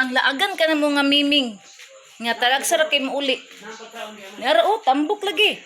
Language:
Cebuano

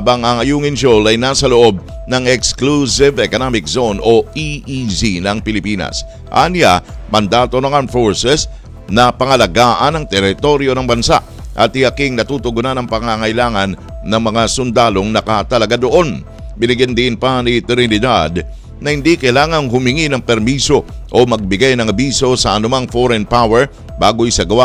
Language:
Filipino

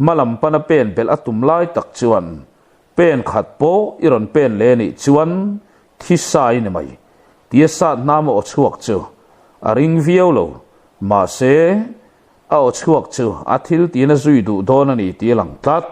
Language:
Mizo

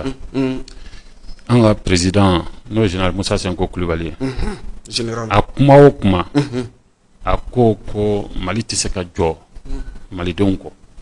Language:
Bambara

